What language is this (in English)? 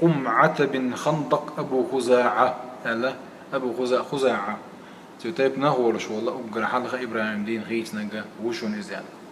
Chechen